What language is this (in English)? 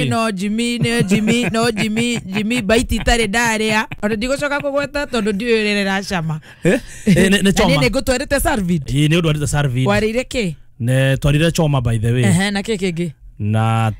Kikuyu